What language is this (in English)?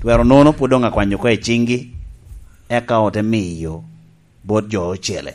Lango (Uganda)